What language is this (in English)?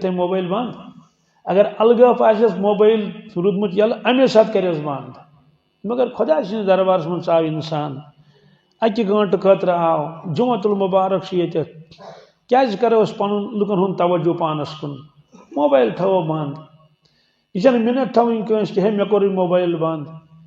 Kashmiri